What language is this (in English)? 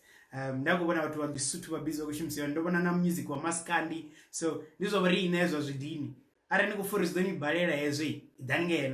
Venda